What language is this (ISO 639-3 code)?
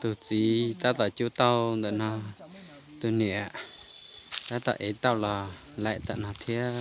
hmn